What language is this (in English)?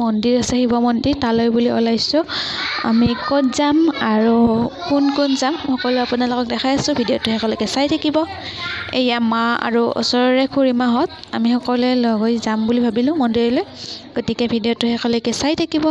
Assamese